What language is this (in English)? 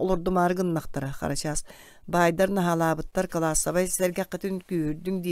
Yakut